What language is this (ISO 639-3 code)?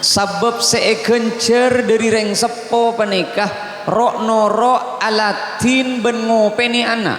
mad